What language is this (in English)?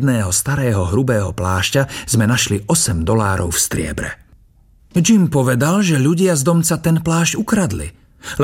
Slovak